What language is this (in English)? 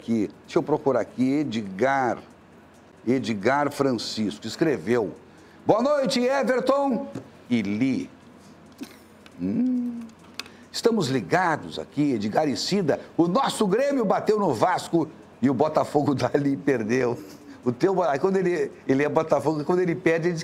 Portuguese